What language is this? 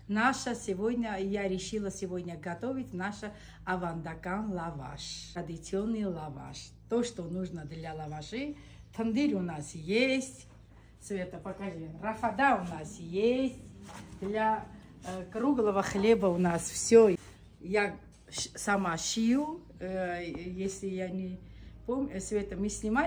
Russian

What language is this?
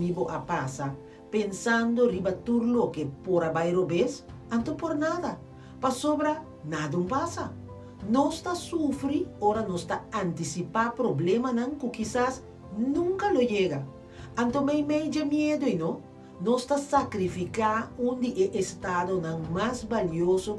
Papiamento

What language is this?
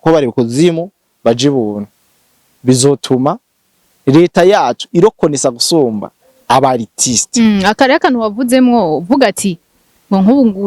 Rundi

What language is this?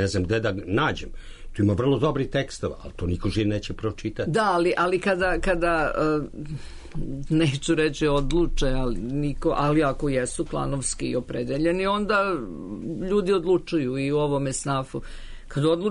Serbian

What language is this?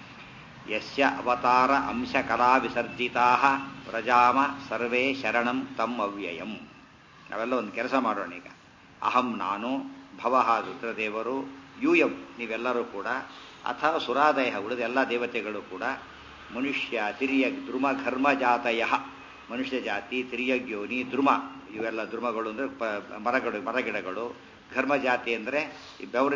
Kannada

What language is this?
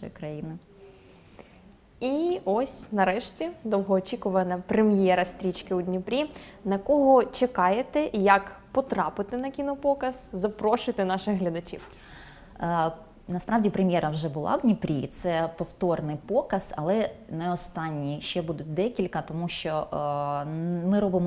Ukrainian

